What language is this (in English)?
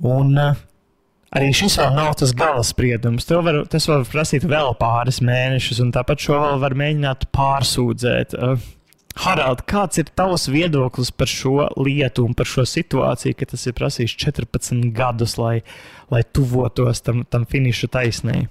Latvian